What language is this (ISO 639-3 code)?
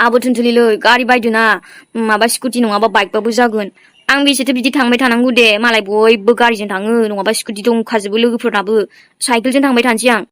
brx